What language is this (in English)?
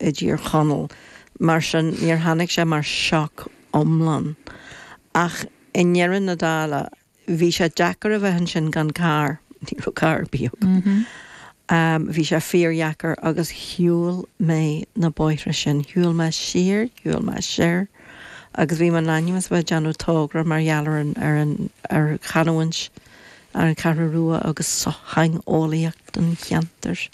Irish